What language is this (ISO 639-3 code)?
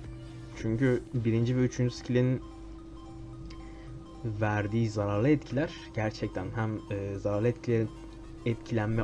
tur